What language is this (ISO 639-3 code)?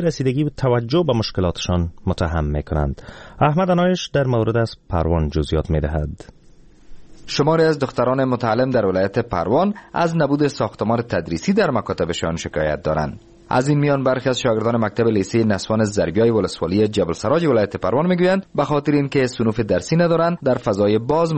fas